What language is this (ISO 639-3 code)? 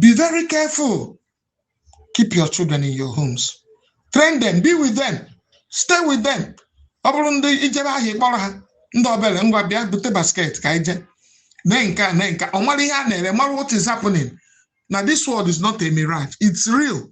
ibo